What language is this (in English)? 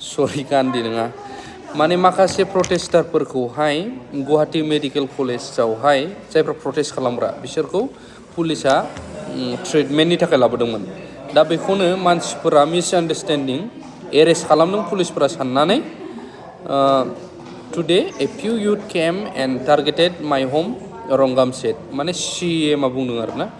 Bodo